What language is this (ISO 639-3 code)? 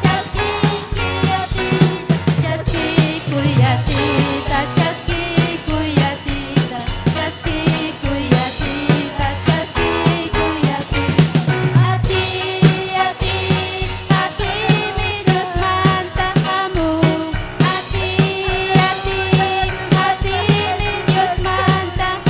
quy